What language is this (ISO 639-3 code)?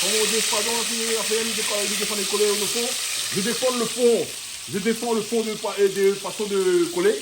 rcf